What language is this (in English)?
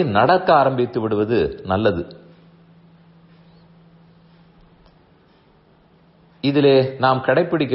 Tamil